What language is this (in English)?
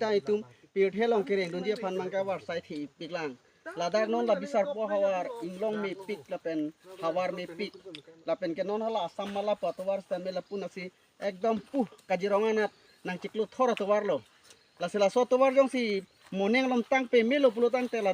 Karbi